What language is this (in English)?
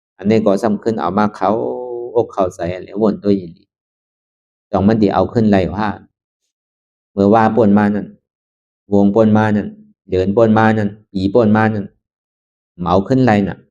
Shan